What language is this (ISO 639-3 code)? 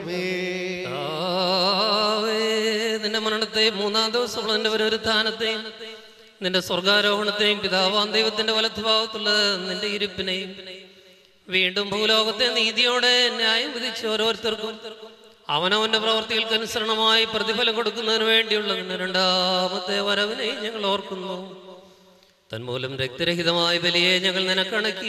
mal